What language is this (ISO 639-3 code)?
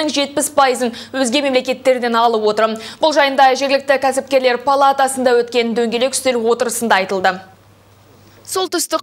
kaz